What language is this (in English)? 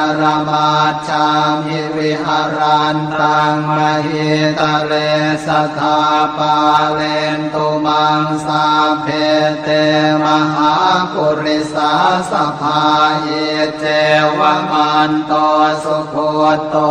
Pali